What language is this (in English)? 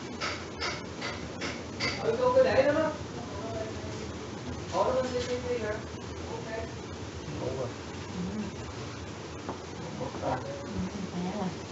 Vietnamese